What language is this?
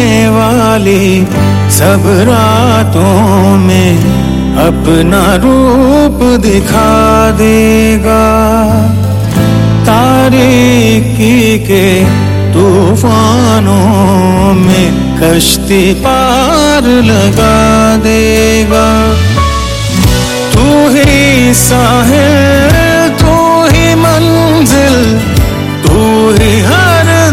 Urdu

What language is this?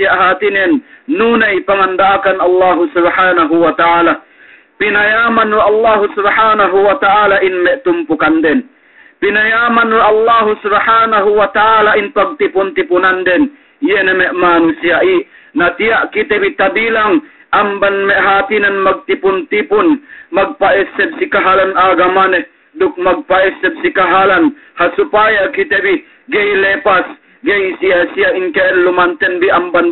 Yakan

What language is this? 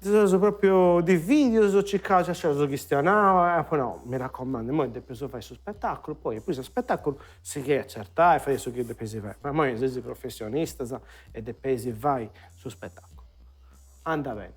Sardinian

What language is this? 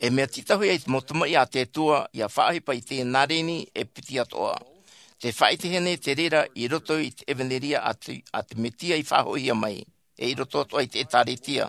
Tahitian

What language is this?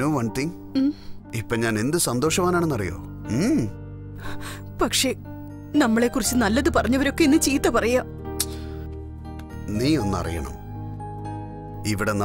Malayalam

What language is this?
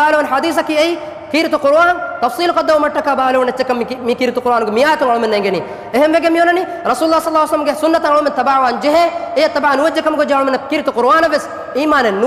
Divehi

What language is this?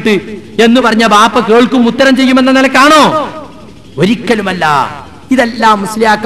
Malayalam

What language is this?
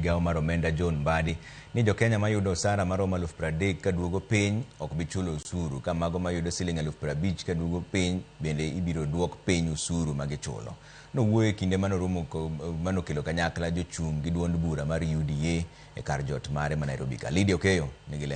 Luo (Kenya and Tanzania)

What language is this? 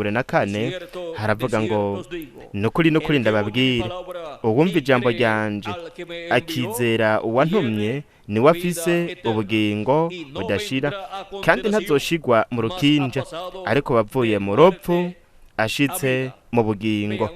Rundi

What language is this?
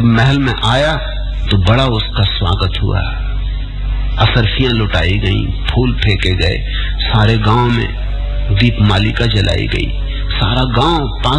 Hindi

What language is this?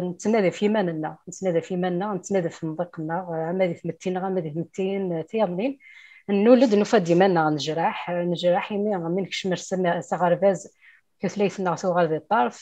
Kabyle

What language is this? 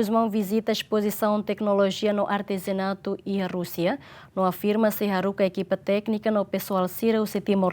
Tetum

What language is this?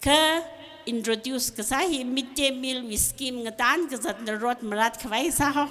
Tangkhul Naga (India)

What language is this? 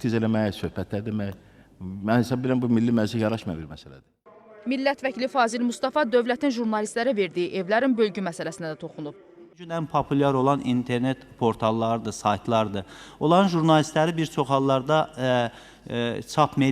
Azerbaijani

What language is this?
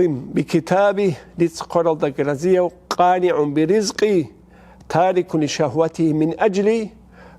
Avaric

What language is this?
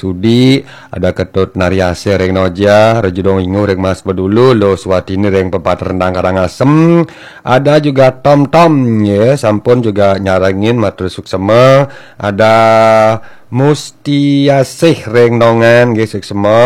Balinese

